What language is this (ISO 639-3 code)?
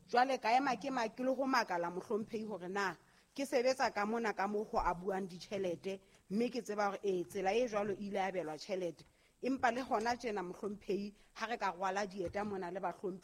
sot